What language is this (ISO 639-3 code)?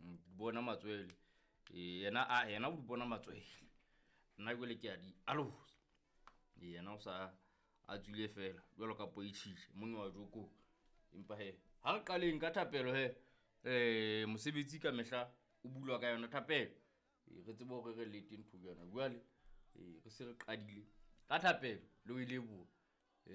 sot